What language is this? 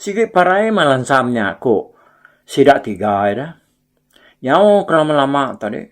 Iban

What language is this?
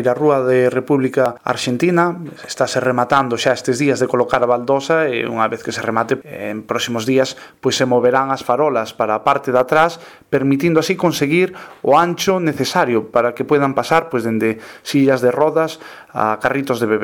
Galician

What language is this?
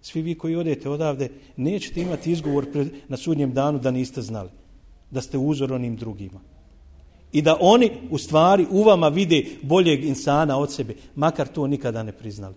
Bosnian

